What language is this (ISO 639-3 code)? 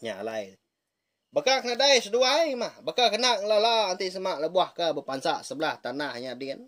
iba